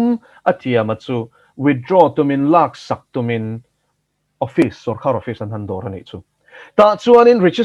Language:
Mizo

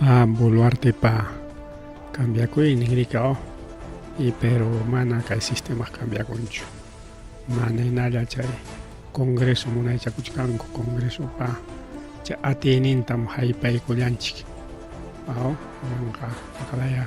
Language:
Ayacucho Quechua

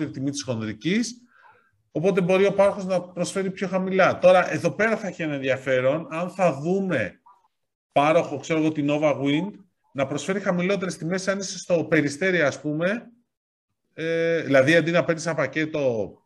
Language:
Greek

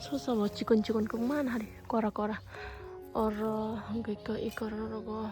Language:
Kok Borok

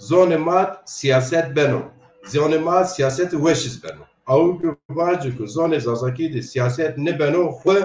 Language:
Zaza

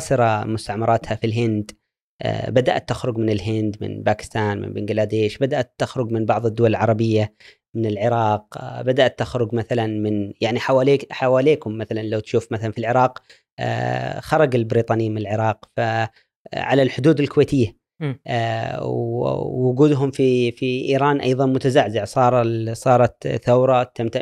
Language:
Gulf Arabic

